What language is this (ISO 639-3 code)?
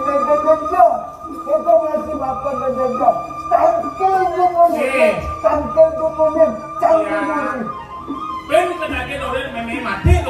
ban